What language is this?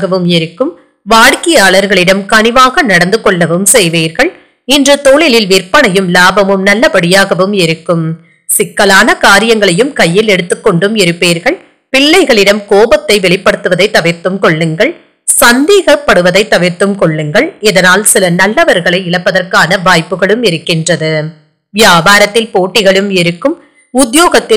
Tamil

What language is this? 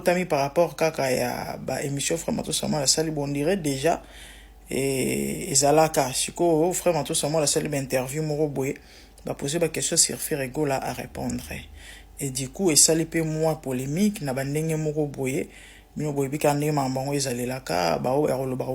Lingala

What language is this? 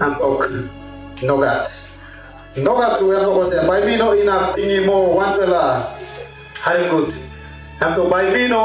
Tok Pisin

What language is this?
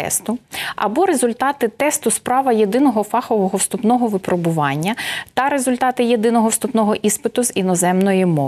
Ukrainian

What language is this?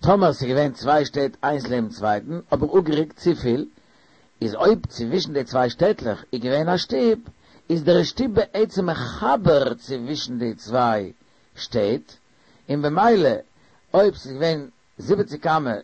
Yiddish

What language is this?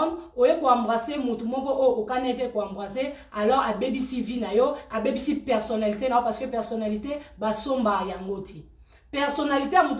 Lingala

